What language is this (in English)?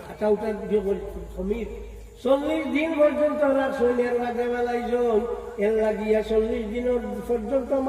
Sylheti